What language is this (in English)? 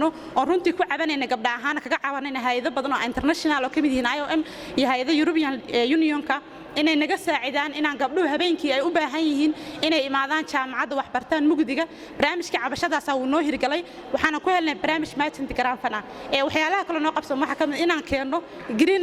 Somali